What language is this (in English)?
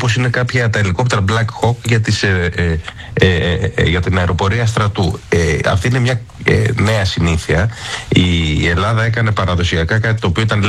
Greek